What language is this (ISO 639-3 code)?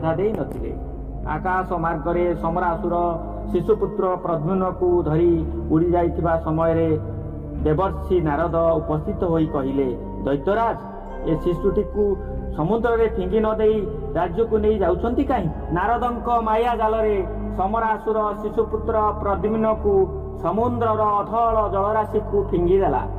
ori